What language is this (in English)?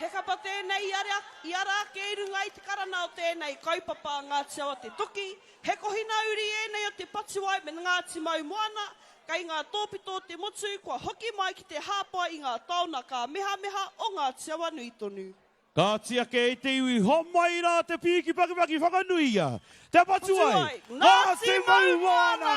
Māori